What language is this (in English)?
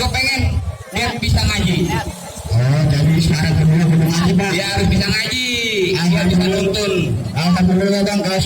Betawi